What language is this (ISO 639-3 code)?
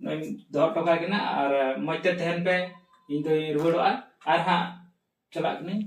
sat